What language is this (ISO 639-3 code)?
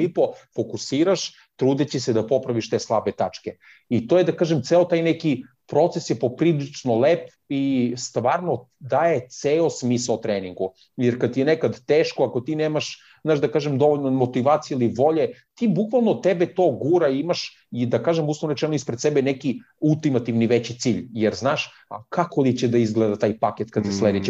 srp